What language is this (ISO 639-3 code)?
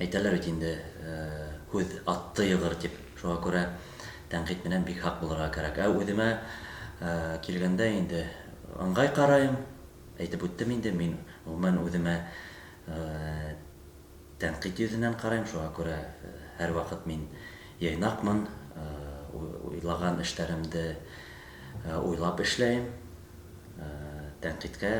bak